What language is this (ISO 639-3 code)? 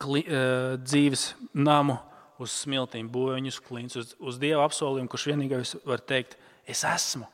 lav